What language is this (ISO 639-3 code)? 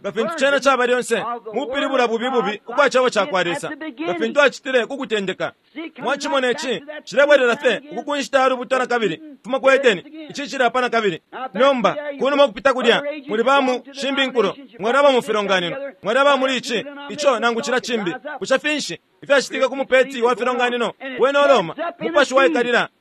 bem